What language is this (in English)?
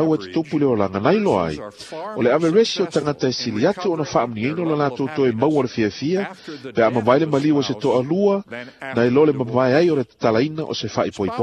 Samoan